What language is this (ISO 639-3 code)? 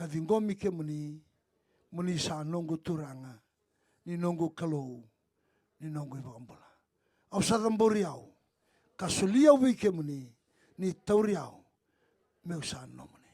fij